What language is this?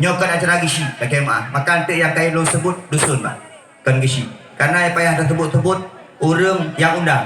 Achinese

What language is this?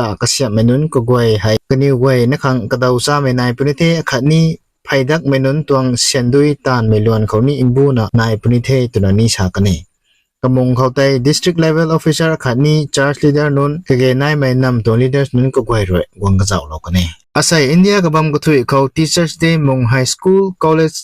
Rongmei Naga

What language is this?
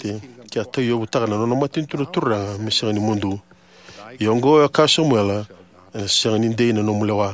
Fijian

